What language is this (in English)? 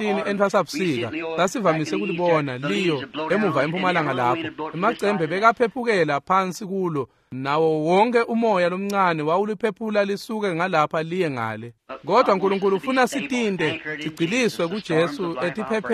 Swati